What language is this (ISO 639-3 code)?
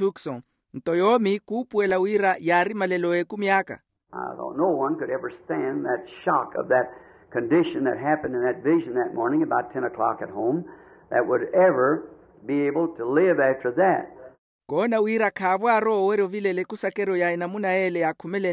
vmw